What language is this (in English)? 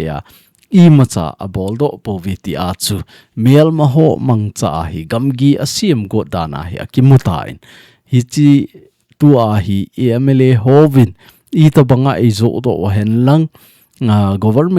Thado Chin